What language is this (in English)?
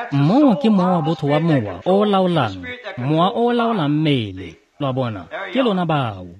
Tswana